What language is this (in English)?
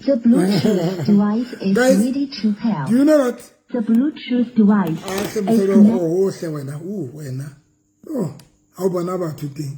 Southern Sotho